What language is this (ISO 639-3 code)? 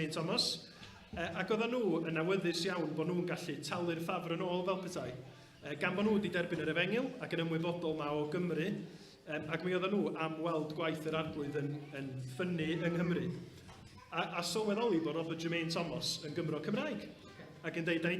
cym